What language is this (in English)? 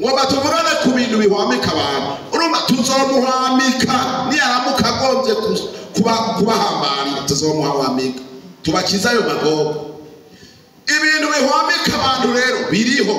Rundi